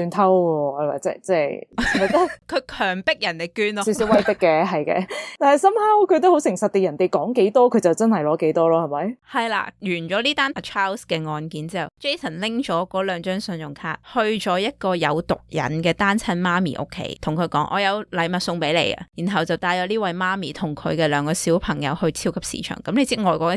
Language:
Cantonese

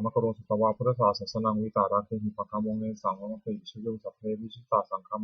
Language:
Pali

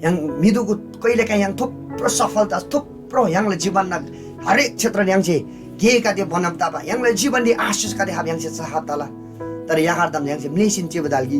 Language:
Eastern Tamang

